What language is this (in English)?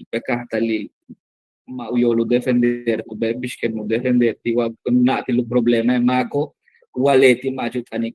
Yucateco